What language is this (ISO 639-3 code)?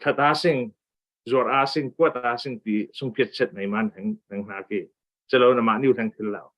cfm